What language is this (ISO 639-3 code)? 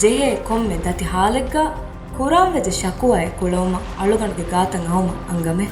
div